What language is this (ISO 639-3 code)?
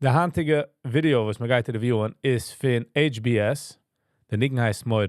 yid